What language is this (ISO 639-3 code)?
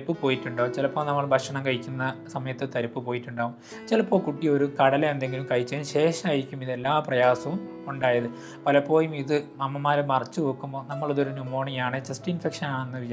mal